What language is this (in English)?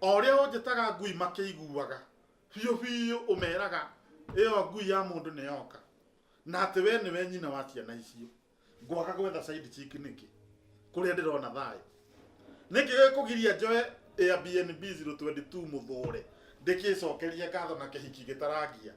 Kikuyu